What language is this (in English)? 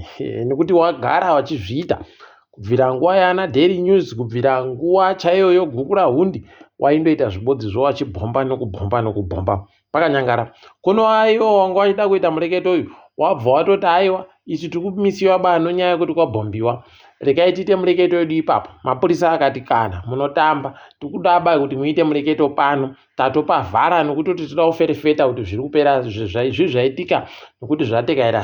Ndau